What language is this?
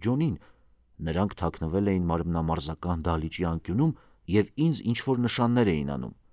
Armenian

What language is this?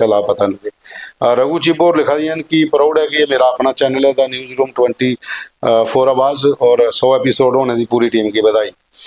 Dogri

